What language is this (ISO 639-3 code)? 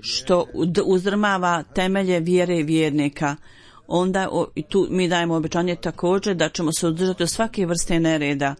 bos